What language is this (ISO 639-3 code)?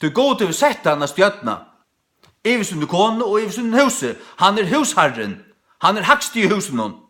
fao